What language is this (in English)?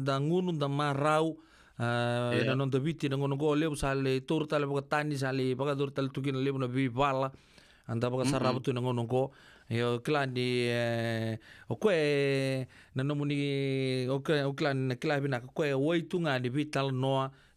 Fijian